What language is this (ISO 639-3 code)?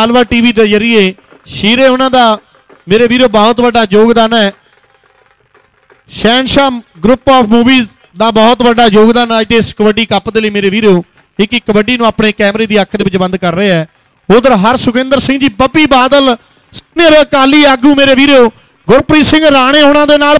pan